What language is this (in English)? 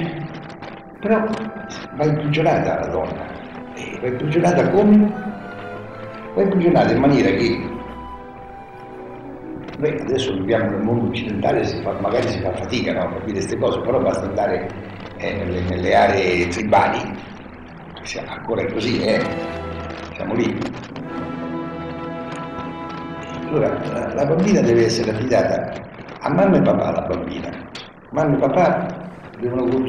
Italian